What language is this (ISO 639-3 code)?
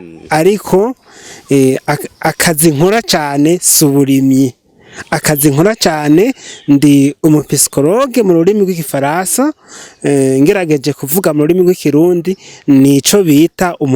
run